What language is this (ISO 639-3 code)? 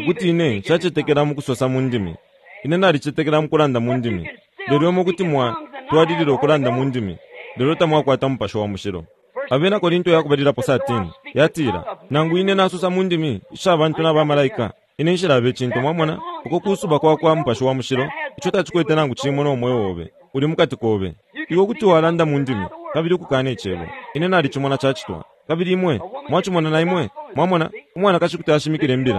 bem